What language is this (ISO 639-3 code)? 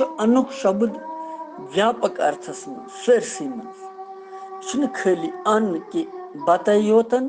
kas